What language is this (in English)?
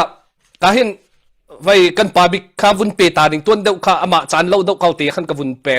Hakha Chin